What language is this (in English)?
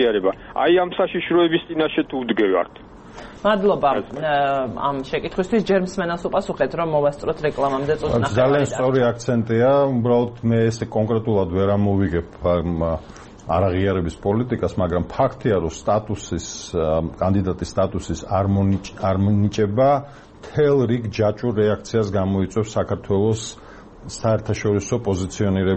Georgian